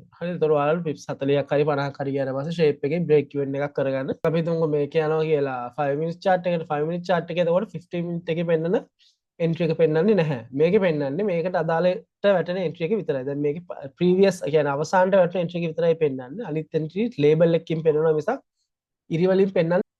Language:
Sinhala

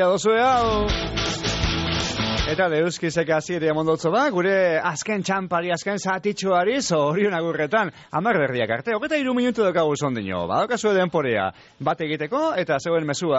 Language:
Basque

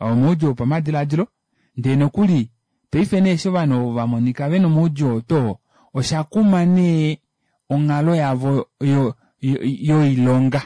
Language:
Kuanyama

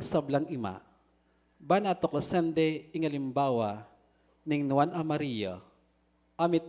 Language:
Pampanga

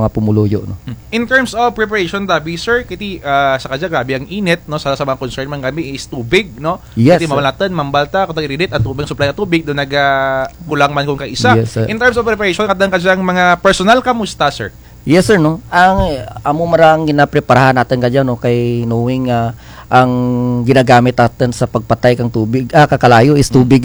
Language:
Kinaray-a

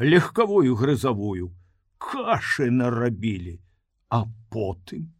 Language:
Belarusian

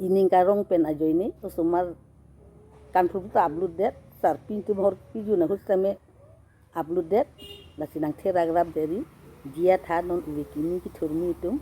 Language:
Karbi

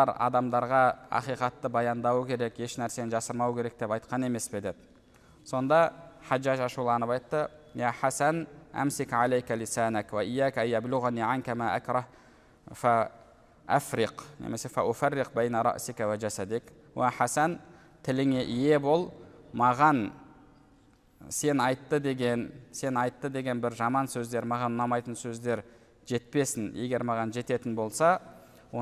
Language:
Kazakh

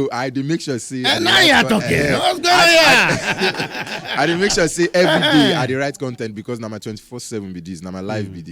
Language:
Nigerian Pidgin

